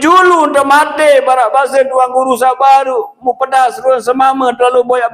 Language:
Sasak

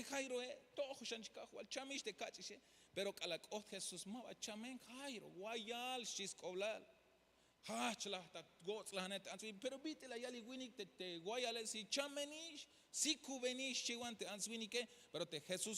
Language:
Tzeltal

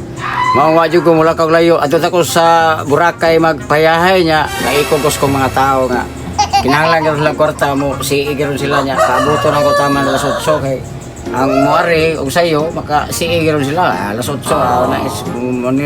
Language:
Cebuano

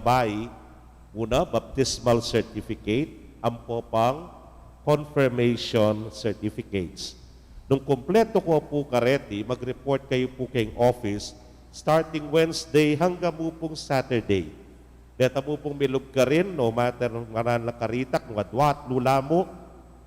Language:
Pampanga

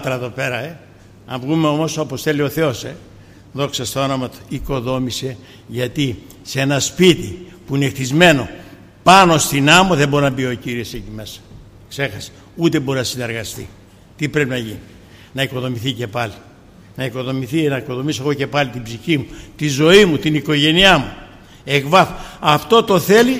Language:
Greek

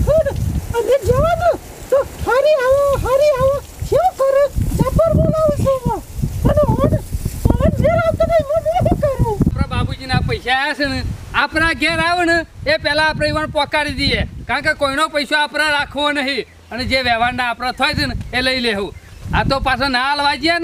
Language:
Gujarati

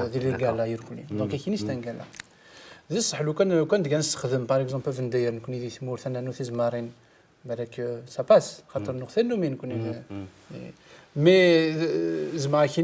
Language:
Kabyle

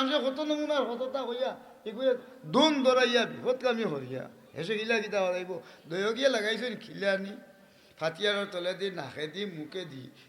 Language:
Sylheti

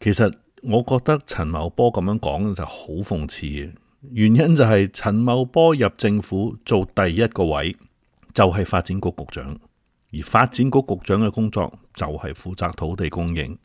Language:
Cantonese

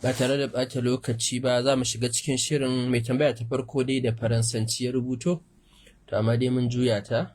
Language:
Hausa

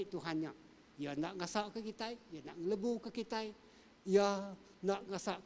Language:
Iban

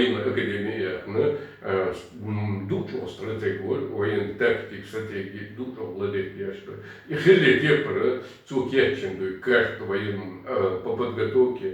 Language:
Chechen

